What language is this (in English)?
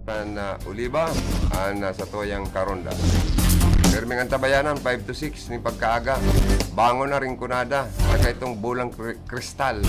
Bikol